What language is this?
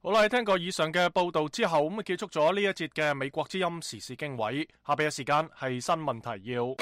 Cantonese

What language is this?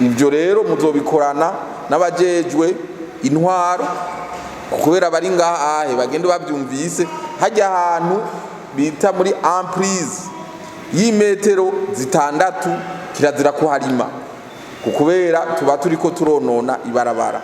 Rundi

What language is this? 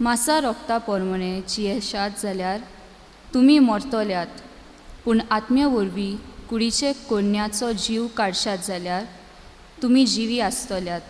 Konkani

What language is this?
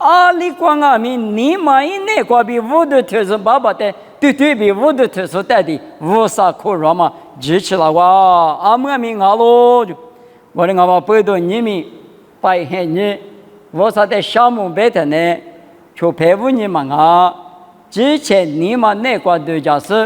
Lisu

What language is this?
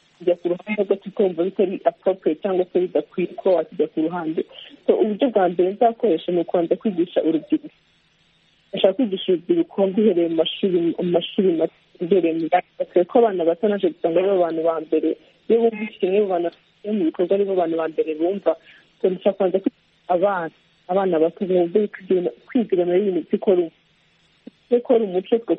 Kinyarwanda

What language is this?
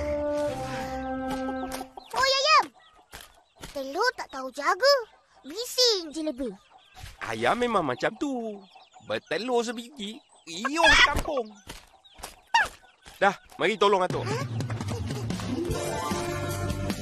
Malay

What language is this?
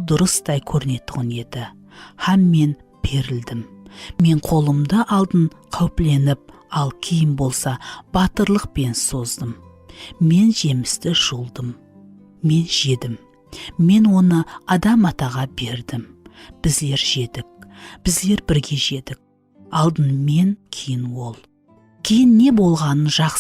Kara-Kalpak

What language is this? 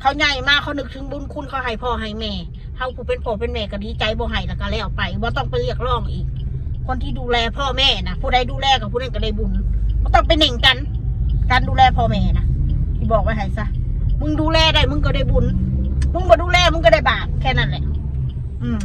Northeastern Thai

